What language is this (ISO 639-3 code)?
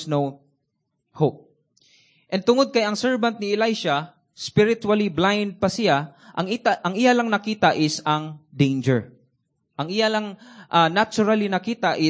ceb